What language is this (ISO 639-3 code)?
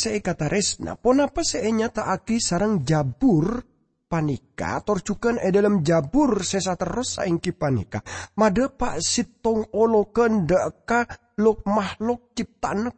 mad